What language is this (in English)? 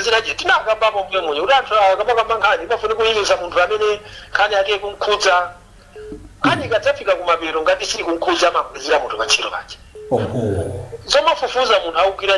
Nyanja